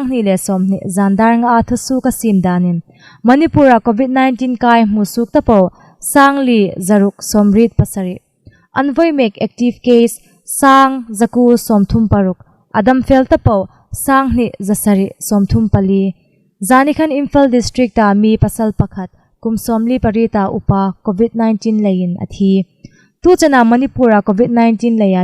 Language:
Hmar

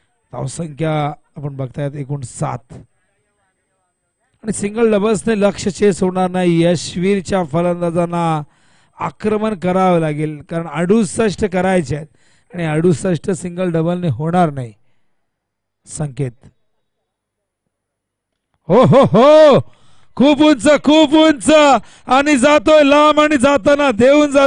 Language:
Marathi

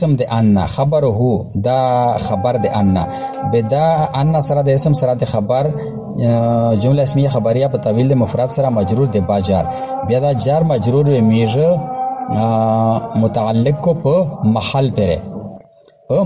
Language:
Pashto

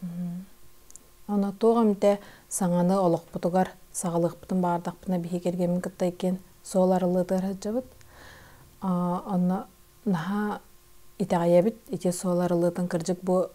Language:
Yakut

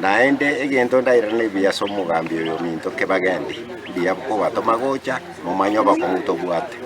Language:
Gusii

